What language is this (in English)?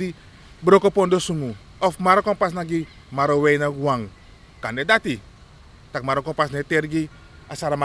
Sranan Tongo